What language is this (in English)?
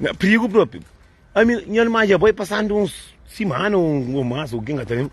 Kabuverdianu